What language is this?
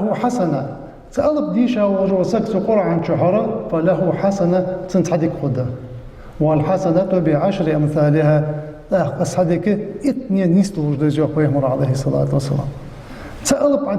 Ingush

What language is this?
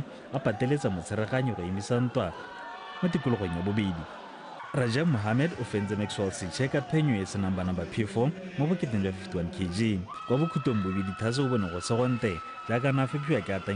Tswana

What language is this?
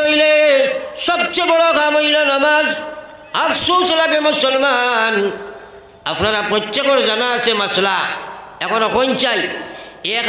Sylheti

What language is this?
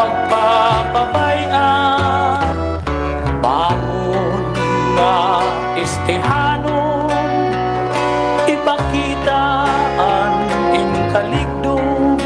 Waray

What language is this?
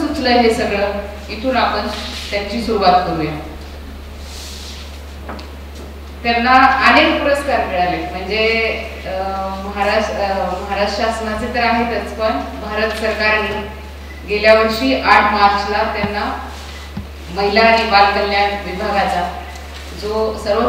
Marathi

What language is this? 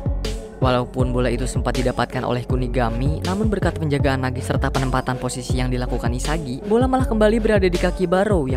Indonesian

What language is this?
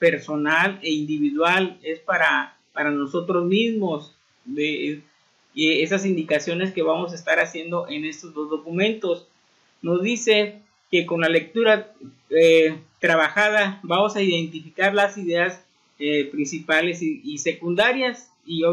Spanish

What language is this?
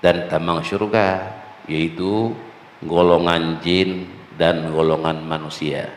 Achinese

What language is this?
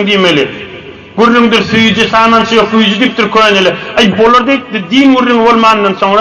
Turkmen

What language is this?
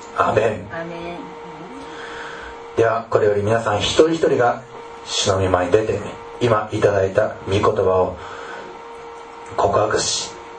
Japanese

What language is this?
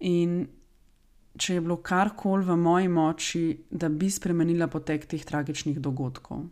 Slovenian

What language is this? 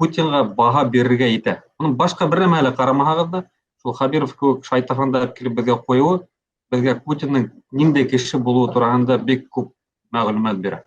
Bashkir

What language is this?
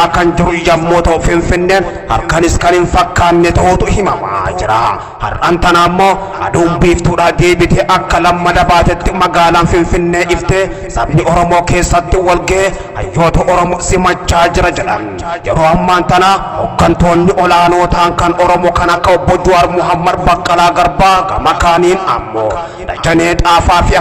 Oromo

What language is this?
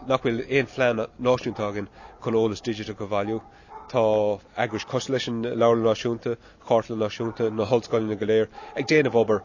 Irish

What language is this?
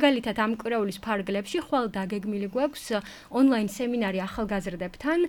Georgian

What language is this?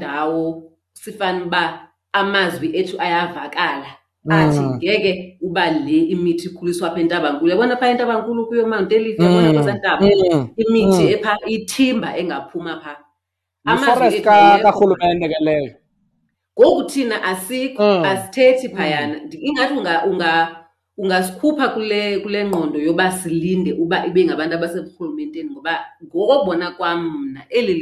Xhosa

